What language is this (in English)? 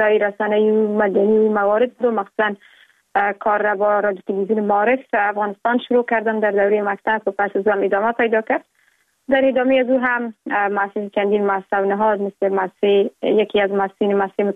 Persian